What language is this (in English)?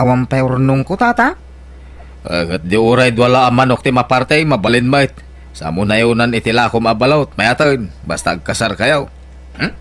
Iloko